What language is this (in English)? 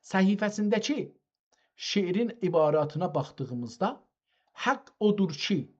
South Azerbaijani